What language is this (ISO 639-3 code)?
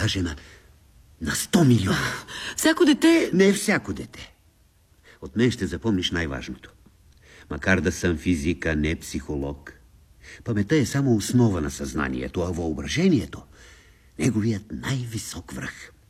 bul